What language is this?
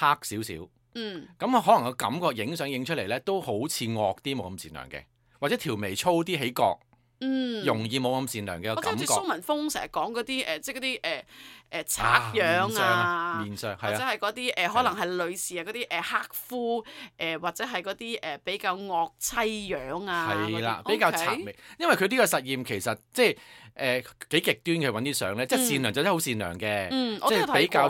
Cantonese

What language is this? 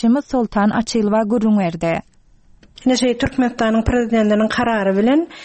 Turkmen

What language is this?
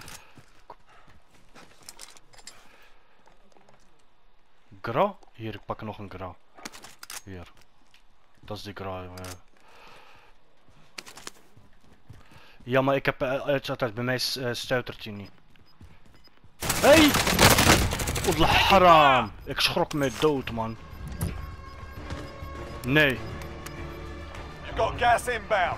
Dutch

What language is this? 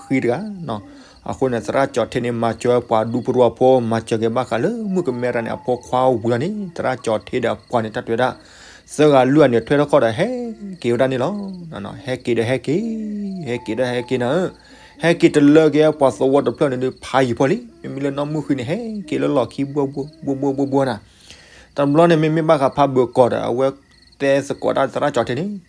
S'gaw Karen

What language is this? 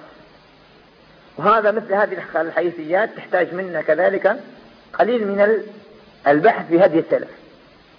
Arabic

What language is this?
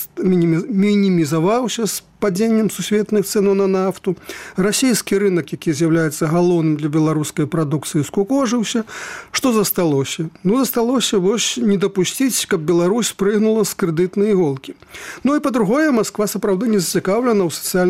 Belarusian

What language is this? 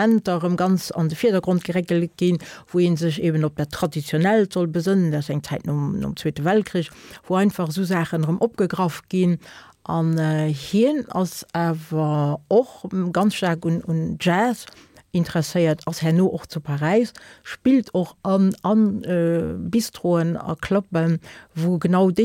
Luxembourgish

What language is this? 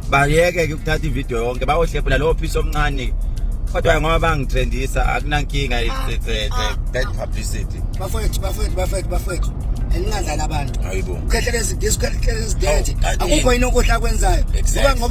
Zulu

